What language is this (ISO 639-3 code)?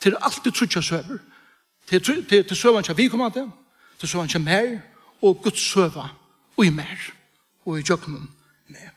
fao